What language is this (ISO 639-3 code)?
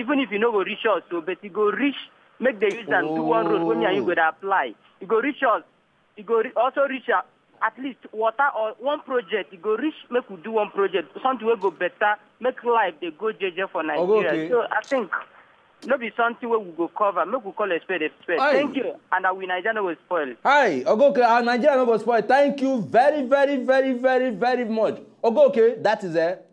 pcm